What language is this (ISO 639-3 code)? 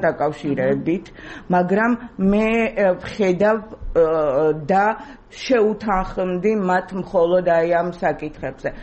kat